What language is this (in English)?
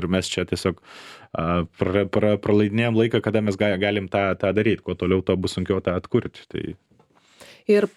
Lithuanian